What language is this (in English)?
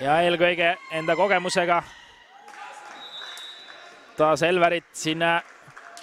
Estonian